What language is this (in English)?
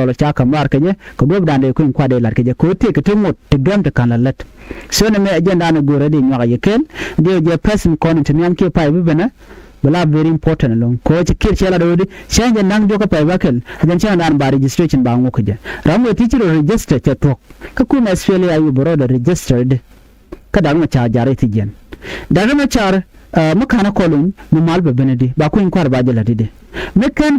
Nuer